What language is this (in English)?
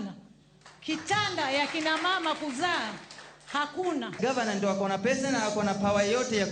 Luo (Kenya and Tanzania)